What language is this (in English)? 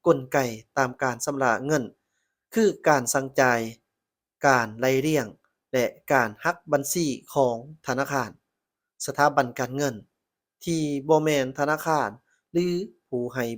Lao